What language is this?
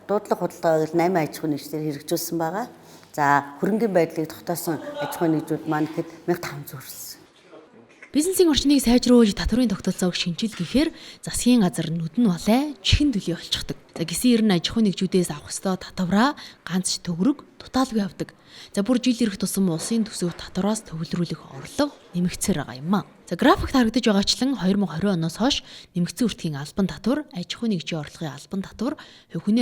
Mongolian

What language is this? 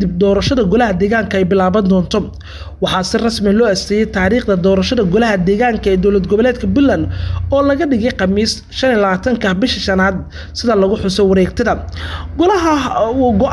Somali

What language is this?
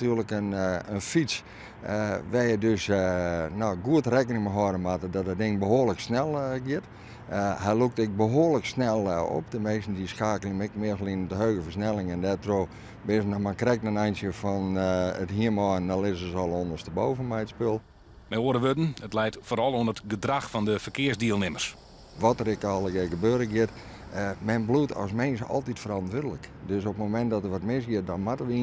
Western Frisian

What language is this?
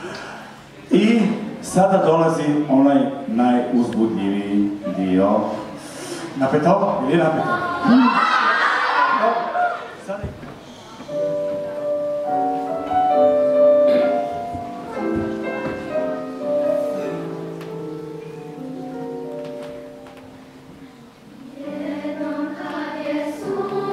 Croatian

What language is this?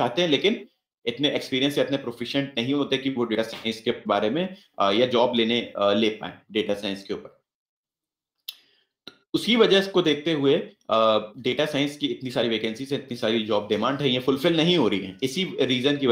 Hindi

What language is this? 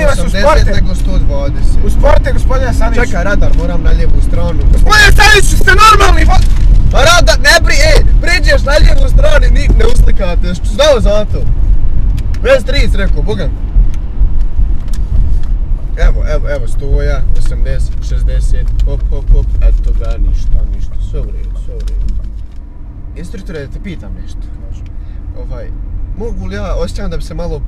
Bosnian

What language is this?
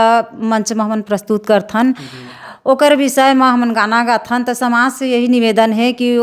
Chhattisgarhi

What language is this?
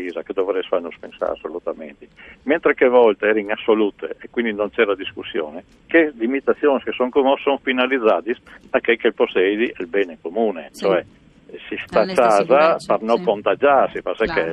Friulian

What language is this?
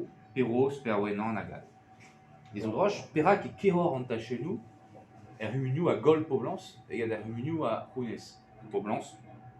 Breton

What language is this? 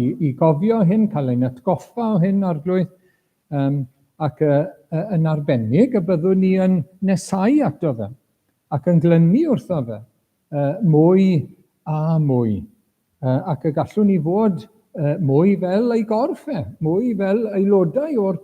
Welsh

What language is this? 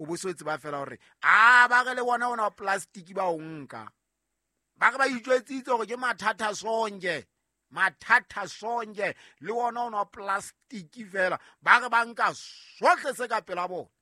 Southern Sotho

